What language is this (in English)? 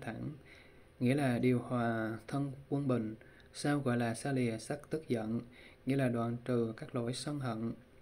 Vietnamese